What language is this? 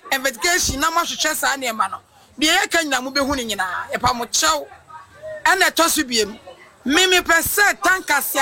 Akan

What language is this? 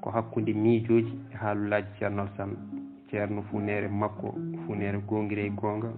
Fula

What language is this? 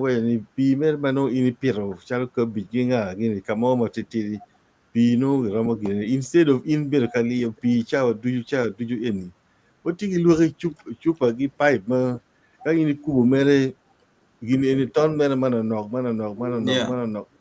Acoli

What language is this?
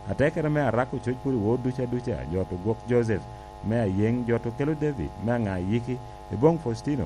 Lango (Uganda)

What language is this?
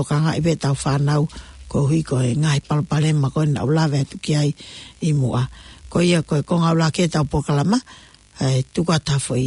Tongan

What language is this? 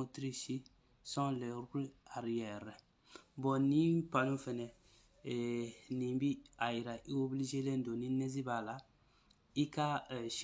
Bambara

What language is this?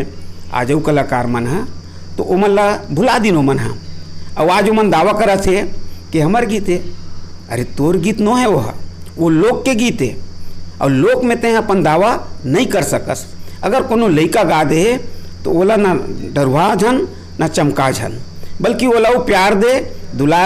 Chhattisgarhi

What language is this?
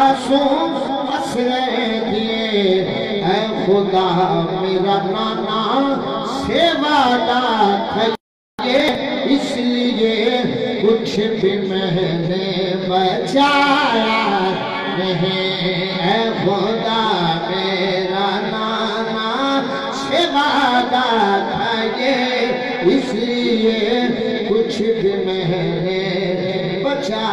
Saraiki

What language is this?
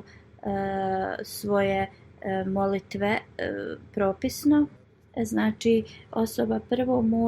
Bosnian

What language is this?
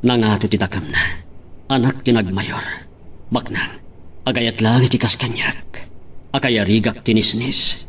Iloko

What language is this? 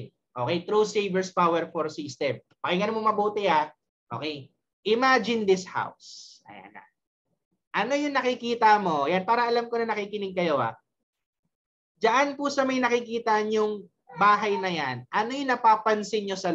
Filipino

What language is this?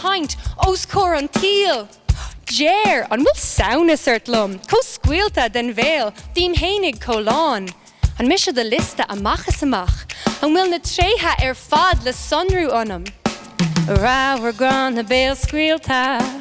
Irish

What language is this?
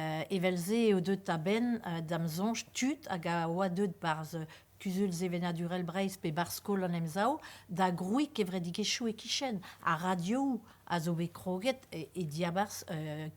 Breton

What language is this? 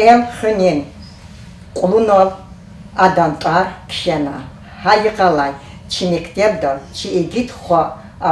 Lezghian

